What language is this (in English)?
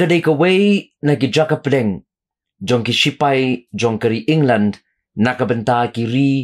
Khasi